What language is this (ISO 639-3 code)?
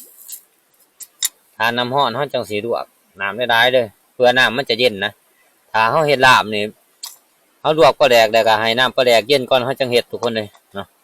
lao